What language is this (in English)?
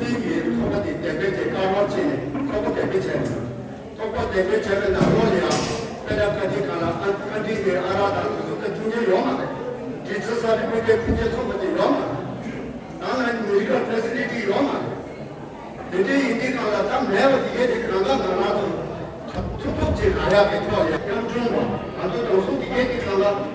Tibetan